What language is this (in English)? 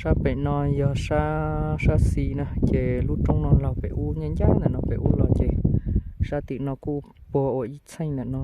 Hmong